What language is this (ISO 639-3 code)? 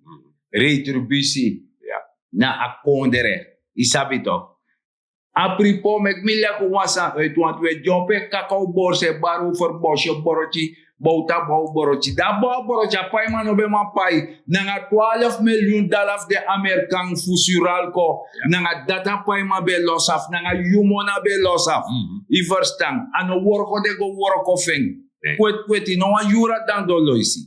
srn